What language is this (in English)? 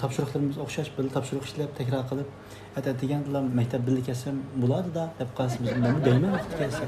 Uyghur